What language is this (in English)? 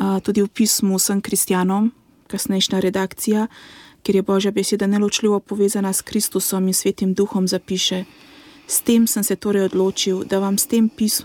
Slovenian